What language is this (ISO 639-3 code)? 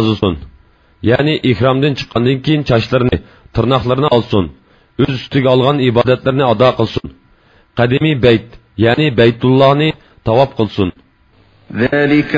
uig